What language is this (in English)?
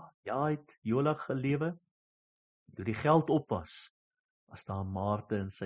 Afrikaans